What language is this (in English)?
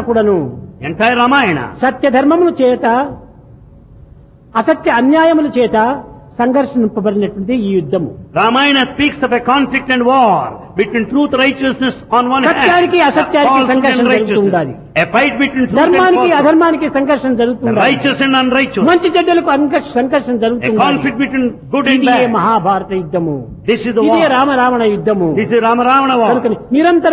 Telugu